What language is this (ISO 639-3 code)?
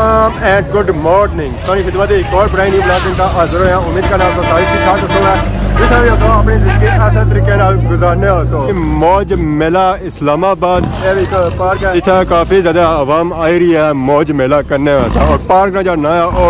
phr